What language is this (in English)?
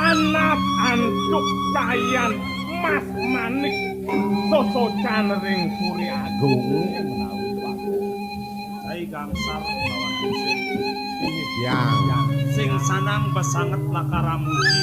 Balinese